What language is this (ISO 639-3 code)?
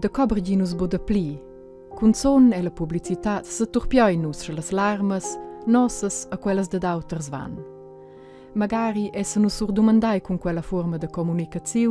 roh